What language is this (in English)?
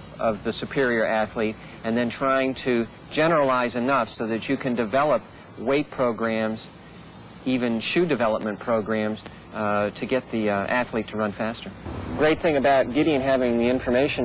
English